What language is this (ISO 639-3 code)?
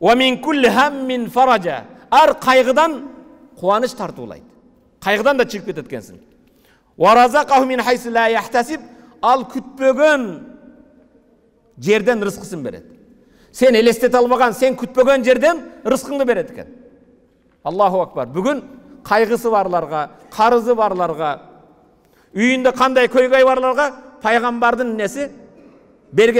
kir